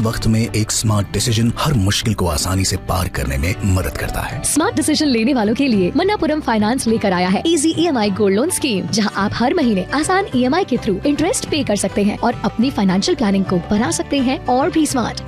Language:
Hindi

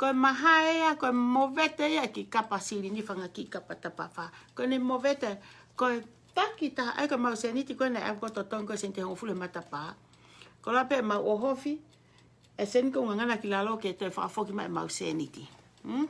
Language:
Tongan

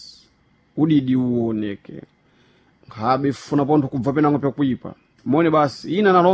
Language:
Sena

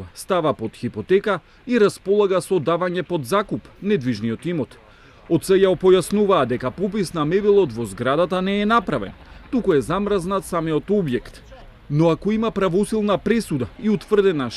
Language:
Macedonian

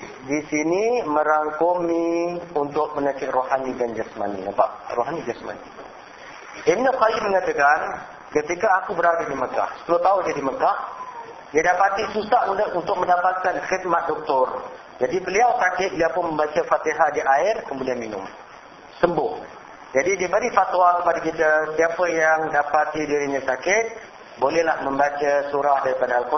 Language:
Malay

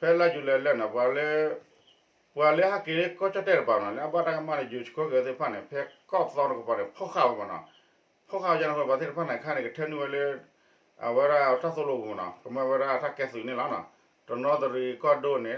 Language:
S'gaw Karen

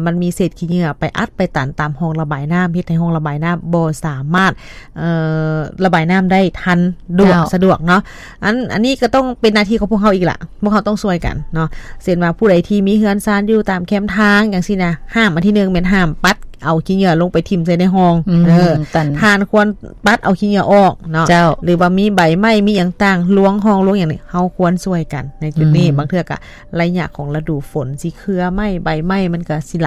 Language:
Lao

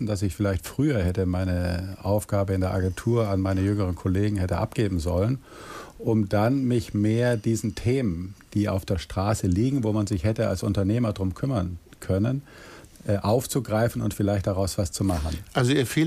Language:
German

